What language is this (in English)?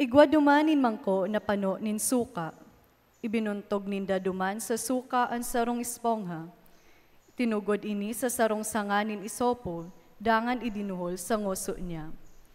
Bikol